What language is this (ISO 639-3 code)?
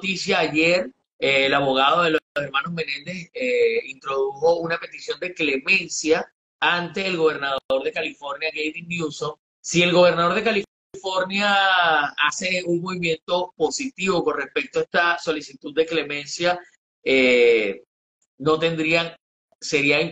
spa